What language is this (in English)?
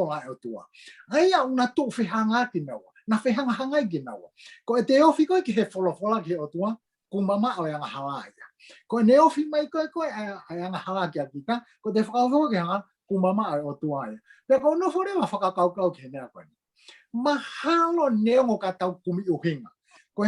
Tongan